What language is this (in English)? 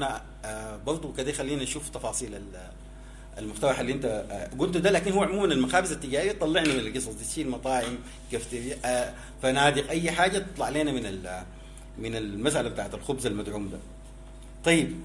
Sudanese Arabic